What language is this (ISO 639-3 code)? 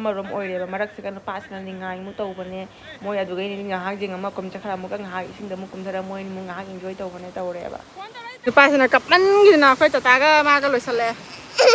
mni